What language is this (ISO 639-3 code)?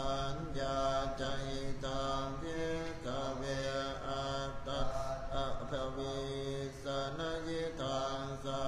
pli